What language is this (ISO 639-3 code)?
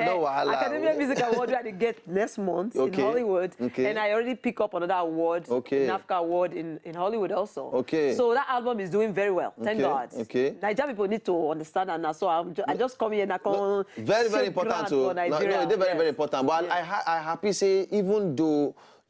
pcm